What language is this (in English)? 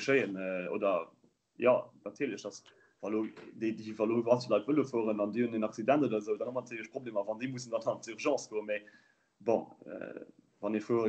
Luxembourgish